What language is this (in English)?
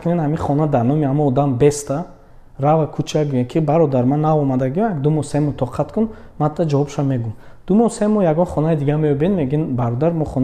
Tajik